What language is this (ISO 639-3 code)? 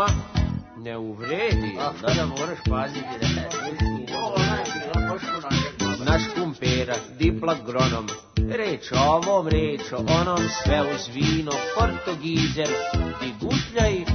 srp